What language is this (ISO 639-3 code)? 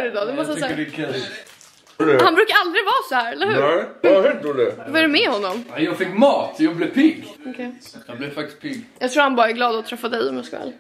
swe